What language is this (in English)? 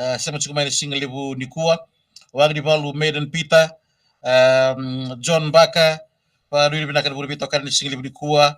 Fijian